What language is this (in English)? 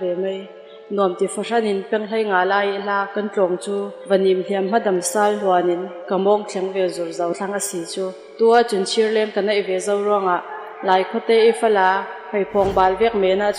Falam Chin